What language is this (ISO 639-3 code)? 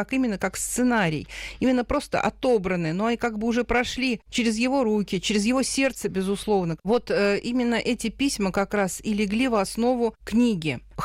rus